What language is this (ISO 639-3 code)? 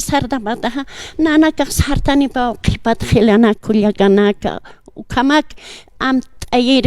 aym